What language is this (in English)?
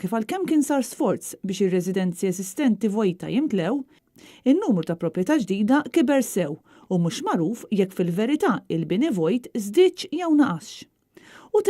Maltese